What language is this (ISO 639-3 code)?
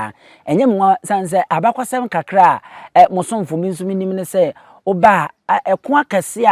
aka